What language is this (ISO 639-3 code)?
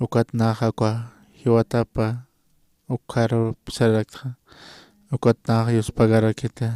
aym